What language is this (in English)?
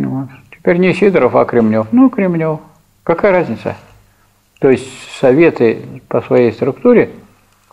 Russian